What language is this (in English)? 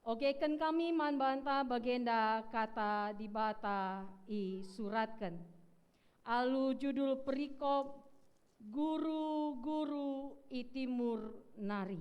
Batak Karo